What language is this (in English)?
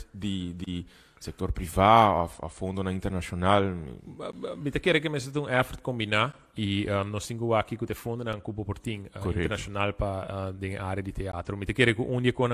Papiamento